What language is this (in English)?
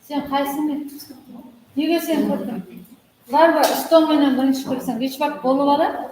Kara-Kalpak